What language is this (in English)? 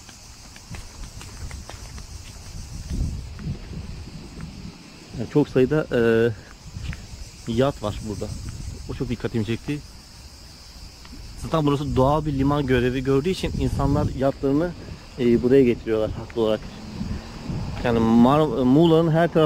Turkish